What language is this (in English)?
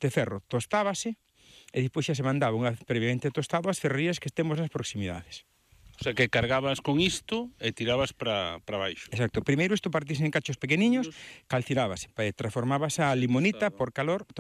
Galician